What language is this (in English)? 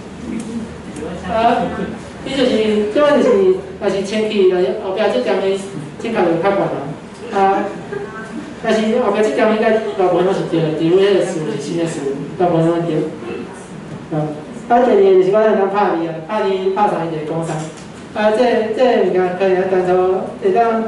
Min Nan Chinese